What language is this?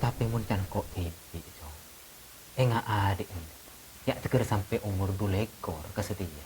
Madurese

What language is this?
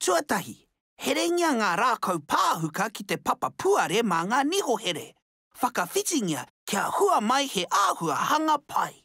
Māori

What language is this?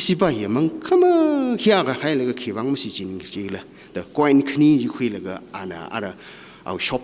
Tangkhul Naga (India)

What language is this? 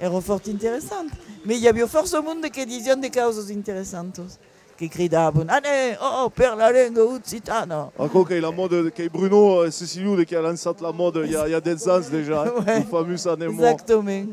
Occitan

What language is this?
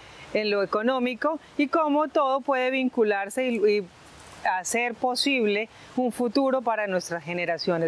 Spanish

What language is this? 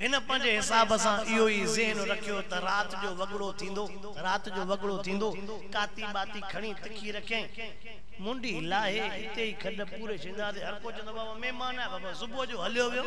Sindhi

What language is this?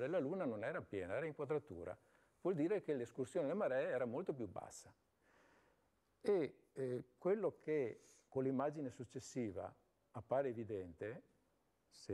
Italian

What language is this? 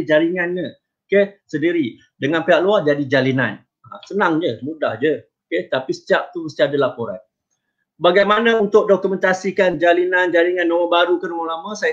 Malay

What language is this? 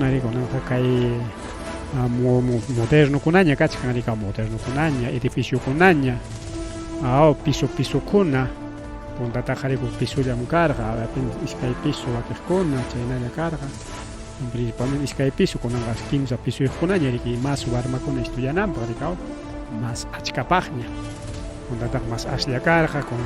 Ayacucho Quechua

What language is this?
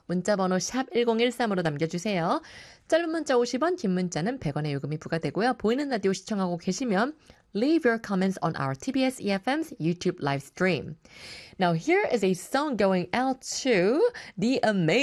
Korean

